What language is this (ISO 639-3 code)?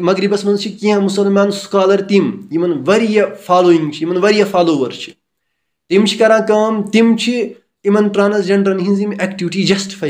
kas